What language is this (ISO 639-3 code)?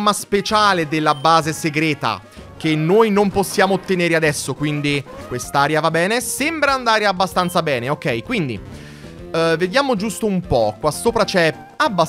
ita